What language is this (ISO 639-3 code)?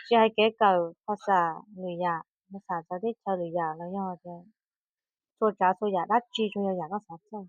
hmn